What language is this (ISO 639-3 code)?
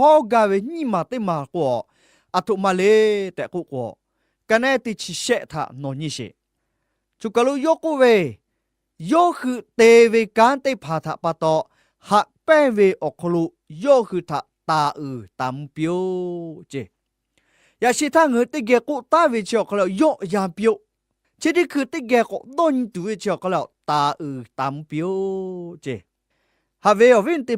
lhu